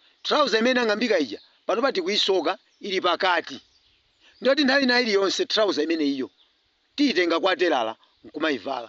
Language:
Nyanja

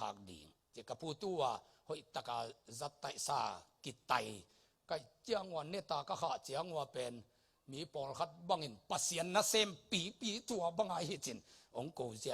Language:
Tedim Chin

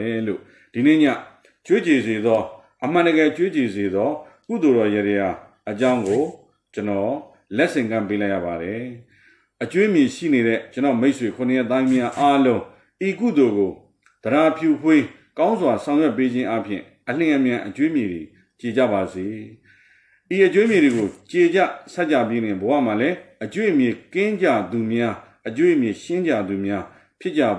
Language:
Burmese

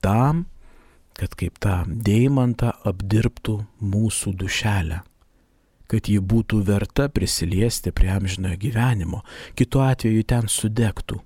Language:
Lithuanian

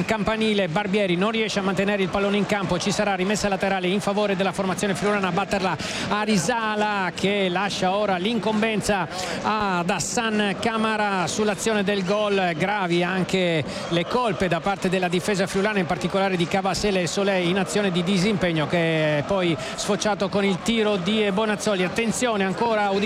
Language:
Italian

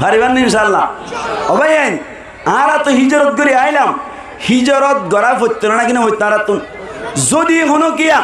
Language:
Rohingya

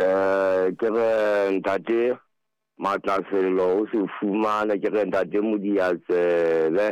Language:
Southern Sotho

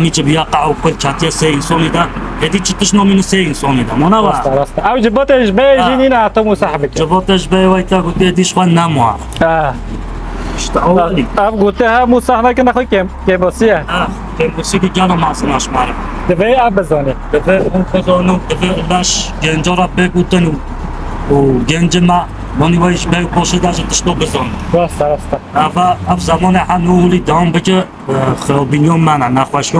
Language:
Kurdish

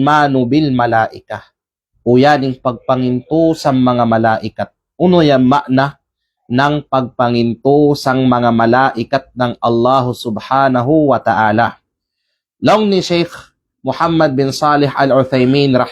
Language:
Kalagan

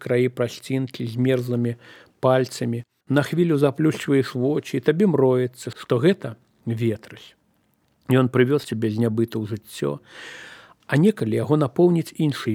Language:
Belarusian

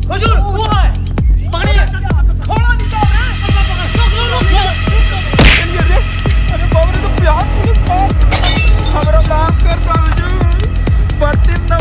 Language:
Magahi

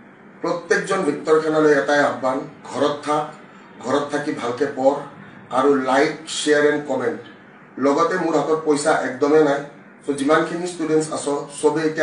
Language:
Assamese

